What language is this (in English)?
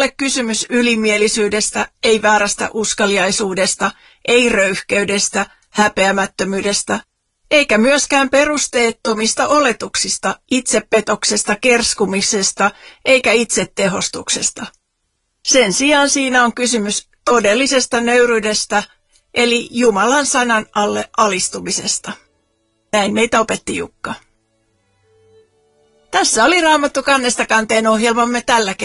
Finnish